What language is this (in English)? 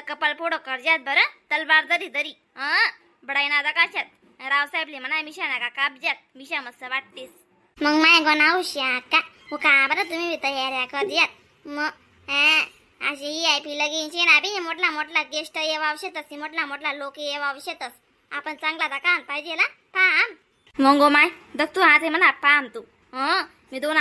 Khandesi